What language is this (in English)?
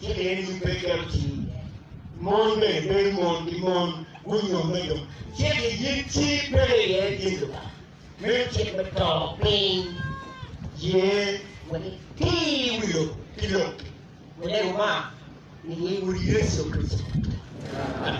Acoli